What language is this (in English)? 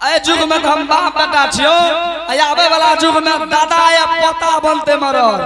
Angika